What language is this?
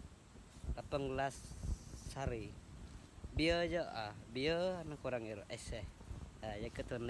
Iban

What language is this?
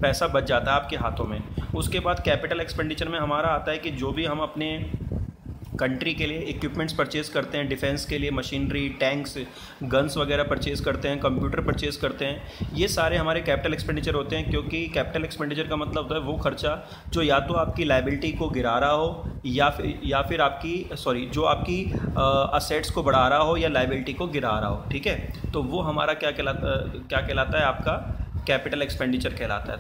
Hindi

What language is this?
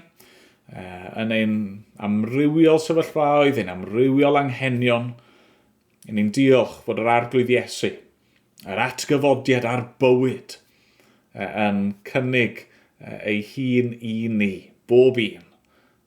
Welsh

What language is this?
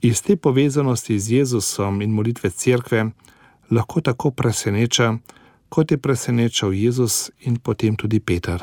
Slovenian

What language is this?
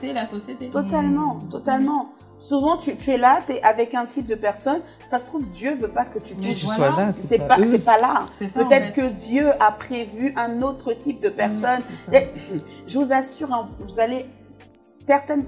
French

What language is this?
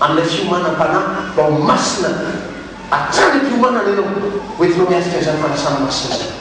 Malagasy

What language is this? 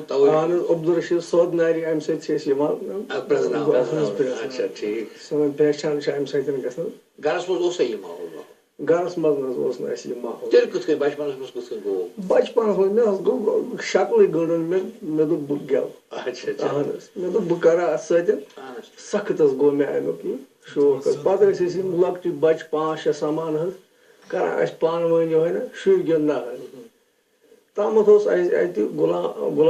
Kashmiri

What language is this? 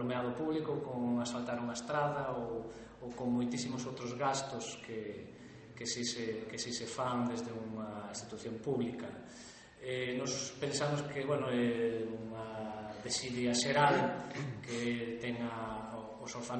Galician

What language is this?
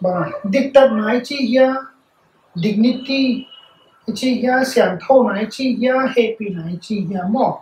Paite Chin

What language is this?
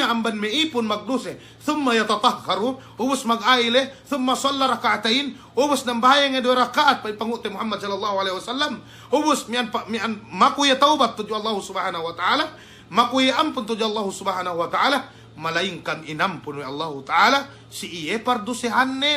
Yakan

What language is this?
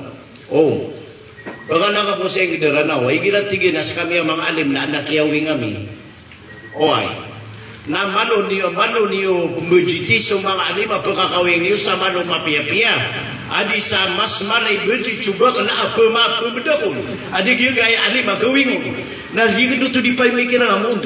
Maranao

